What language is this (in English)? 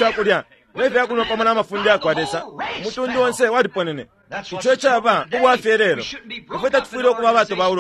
Bemba